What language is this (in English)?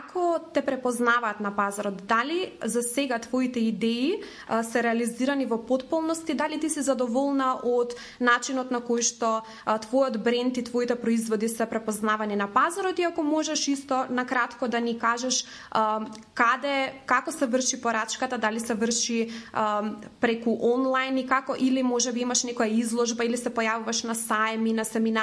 Macedonian